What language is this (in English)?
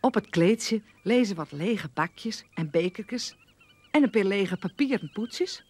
Western Frisian